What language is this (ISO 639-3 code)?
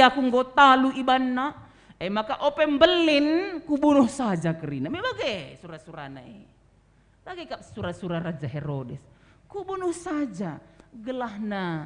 btx